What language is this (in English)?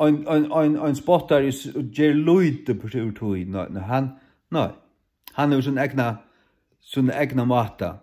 Faroese